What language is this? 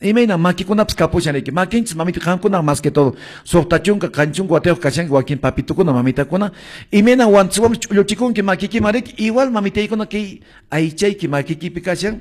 Quechua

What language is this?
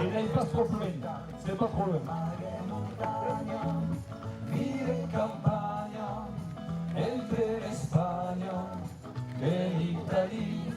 Occitan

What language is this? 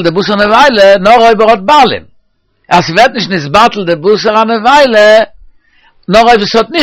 Yiddish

